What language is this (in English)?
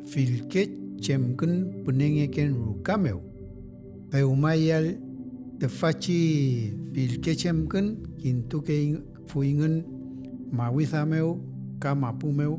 Mapuche